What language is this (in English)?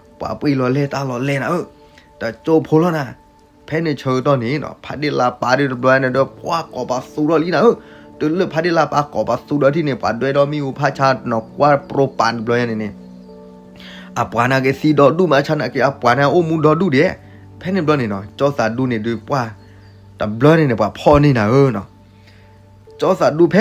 S'gaw Karen